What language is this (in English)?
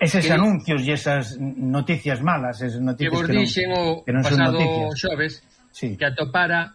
Galician